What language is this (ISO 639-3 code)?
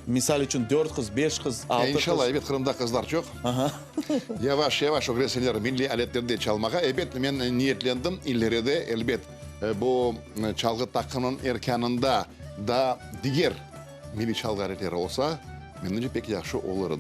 crh